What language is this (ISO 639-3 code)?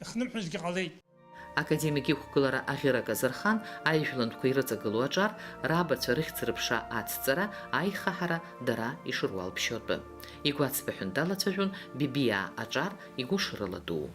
abk